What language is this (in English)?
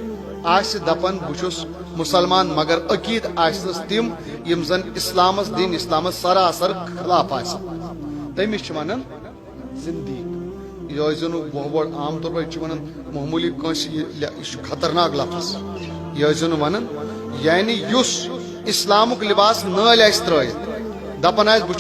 Kashmiri